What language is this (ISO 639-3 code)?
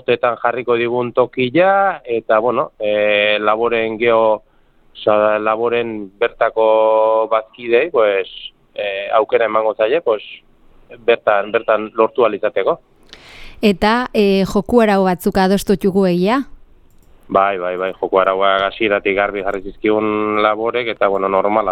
eus